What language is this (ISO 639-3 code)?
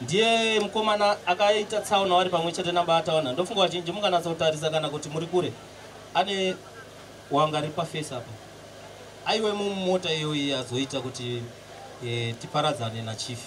sna